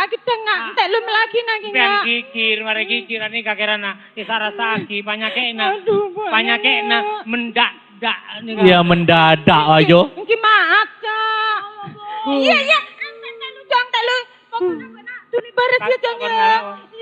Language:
Madurese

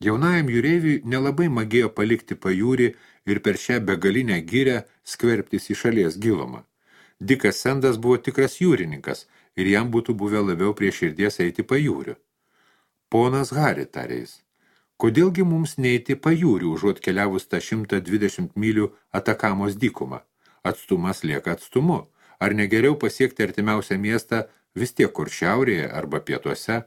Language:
Lithuanian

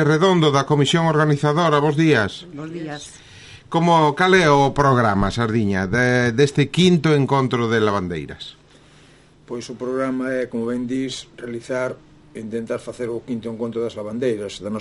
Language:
Galician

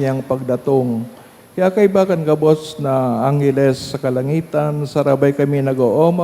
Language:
Bikol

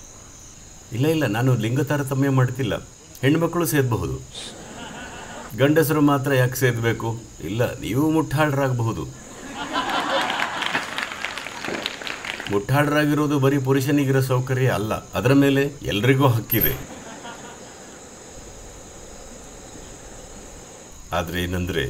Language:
Kannada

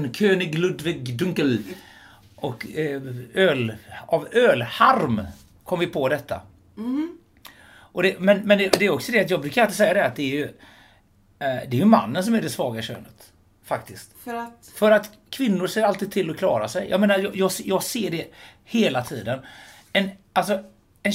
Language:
Swedish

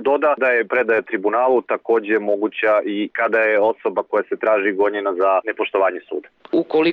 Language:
Serbian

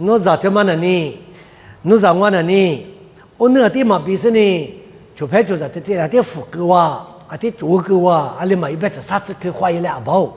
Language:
Lisu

